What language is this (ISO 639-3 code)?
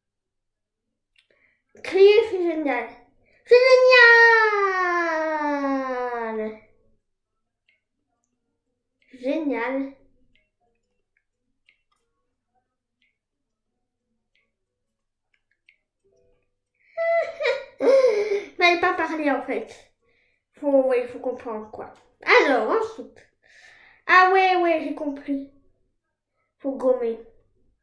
fra